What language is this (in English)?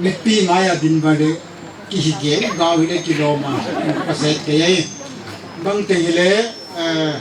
Paite Chin